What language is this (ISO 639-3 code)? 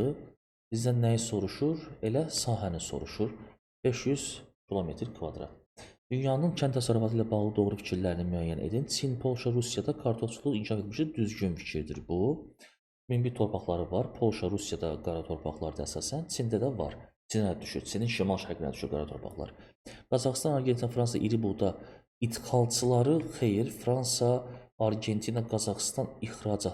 aze